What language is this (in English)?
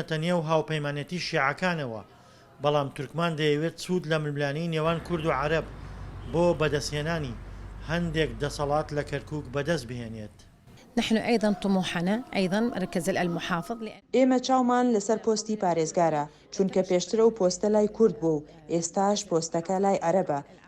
Central Kurdish